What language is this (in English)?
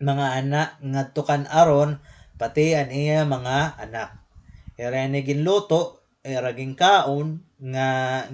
Waray